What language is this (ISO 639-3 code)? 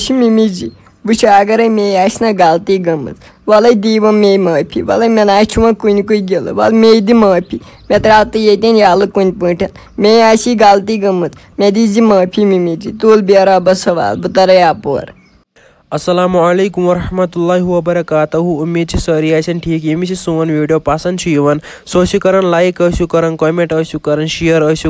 kas